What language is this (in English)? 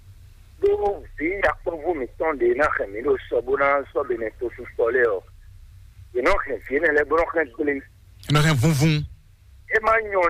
Fon